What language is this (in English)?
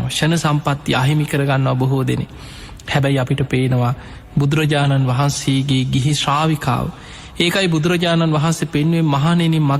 Sinhala